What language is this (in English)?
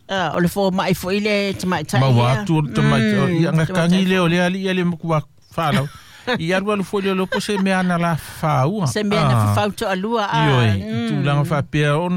Samoan